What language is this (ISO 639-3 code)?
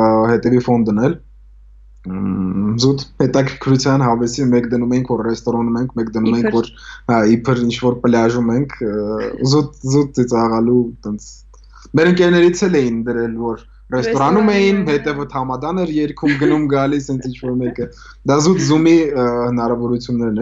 hye